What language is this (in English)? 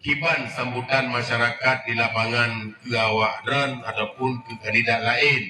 Achinese